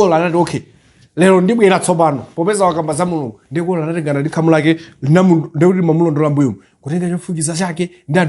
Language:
Nyanja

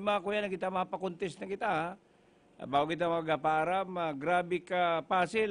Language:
Bikol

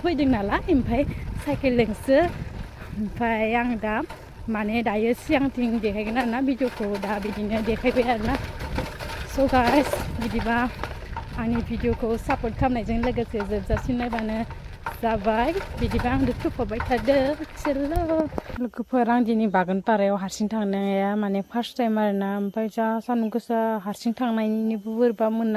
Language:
Bodo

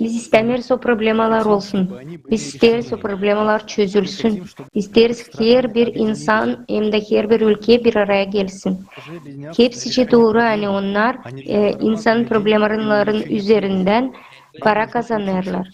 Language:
Gagauz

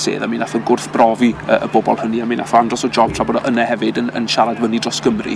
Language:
Welsh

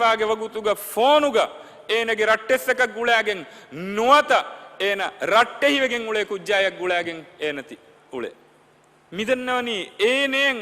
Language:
Divehi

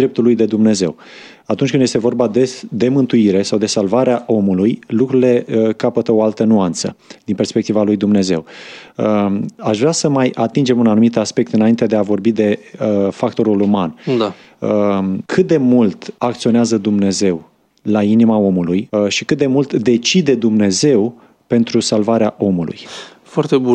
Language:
Romanian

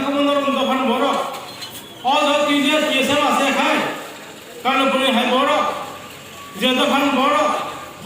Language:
Kok Borok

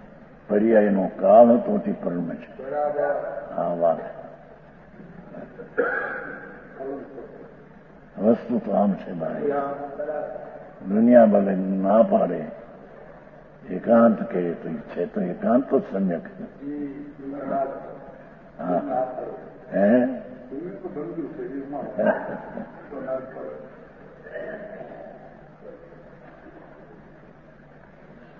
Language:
Gujarati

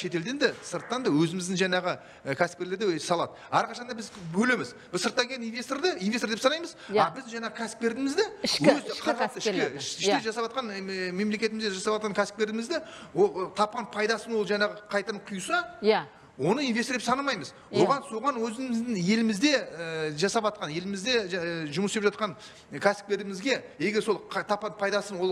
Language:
Kazakh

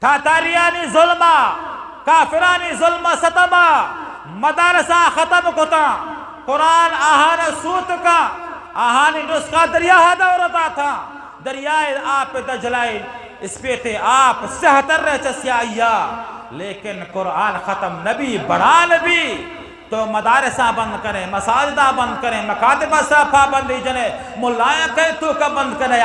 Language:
Eastern Balochi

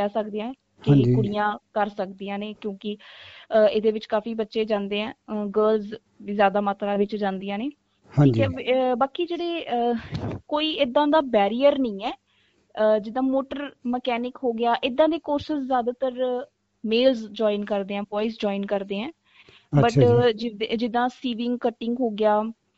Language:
Punjabi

